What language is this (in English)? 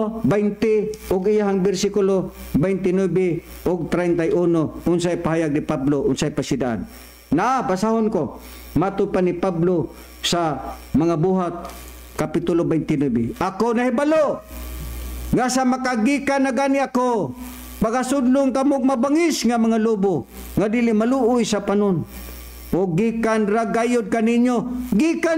Cebuano